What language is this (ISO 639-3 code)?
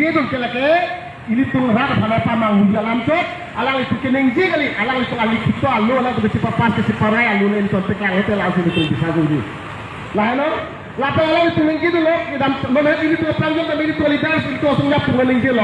mjw